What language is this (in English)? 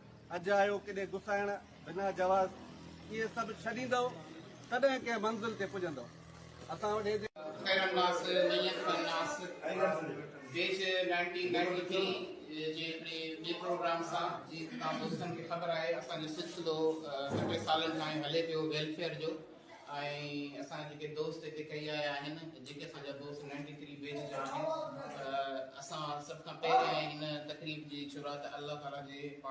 Sindhi